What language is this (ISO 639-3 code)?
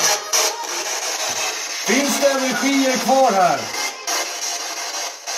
swe